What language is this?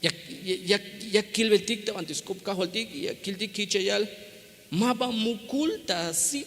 Tzeltal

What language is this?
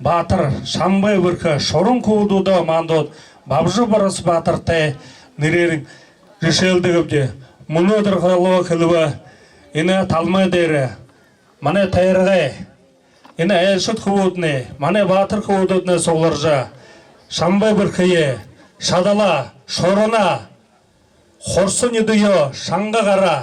Buriat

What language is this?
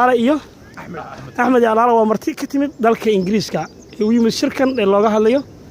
Somali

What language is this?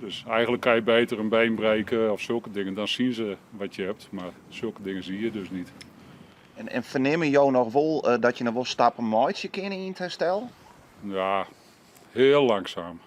Western Frisian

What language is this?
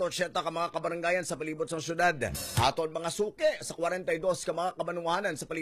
Hiligaynon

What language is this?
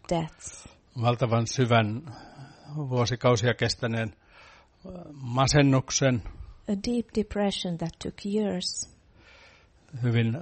Finnish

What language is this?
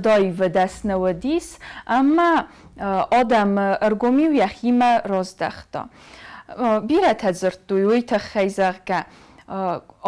Ossetic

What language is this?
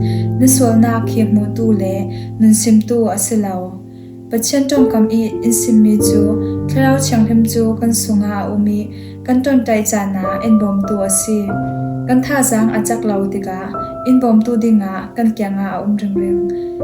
Falam Chin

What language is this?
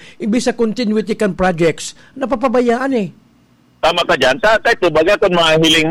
Bikol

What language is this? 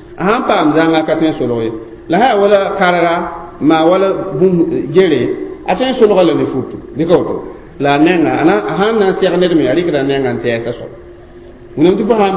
Mossi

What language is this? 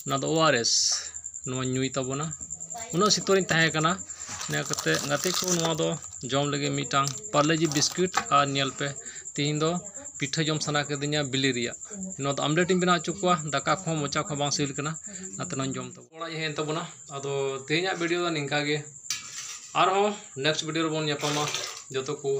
Santali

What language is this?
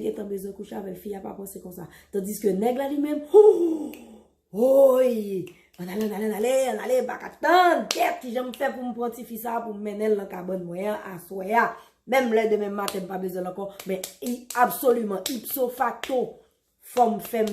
Haitian Creole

